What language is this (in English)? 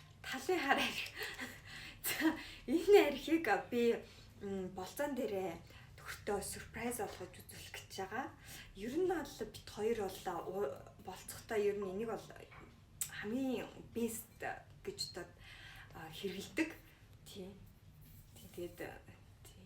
Mongolian